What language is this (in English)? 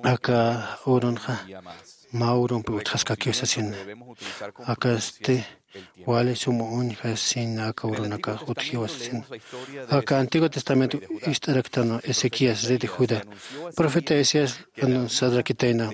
Aymara